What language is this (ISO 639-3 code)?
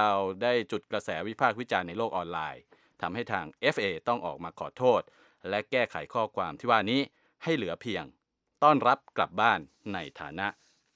tha